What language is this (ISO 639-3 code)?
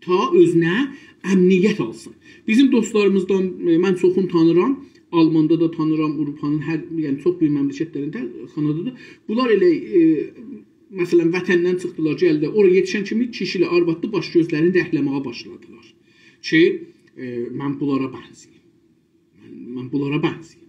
azb